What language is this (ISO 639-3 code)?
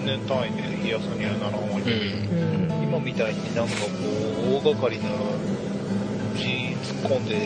jpn